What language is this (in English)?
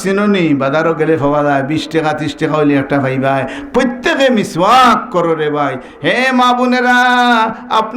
Sylheti